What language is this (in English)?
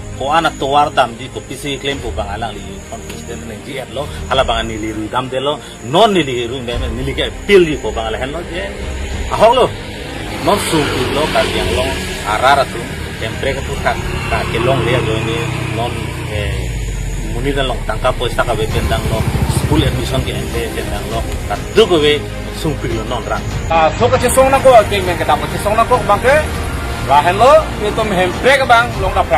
Karbi